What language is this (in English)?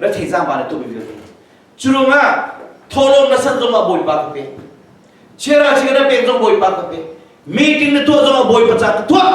Hakha Chin